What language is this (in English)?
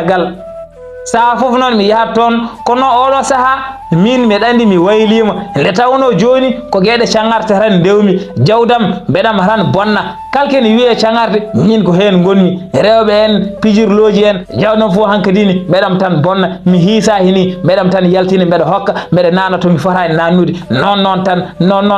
Fula